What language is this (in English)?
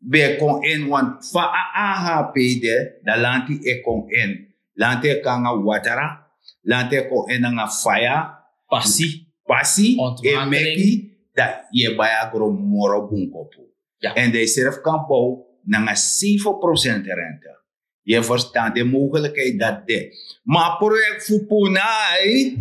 Sranan Tongo